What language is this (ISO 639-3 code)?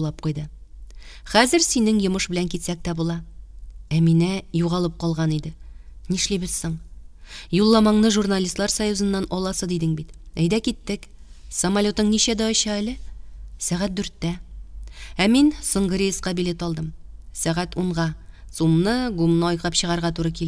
tat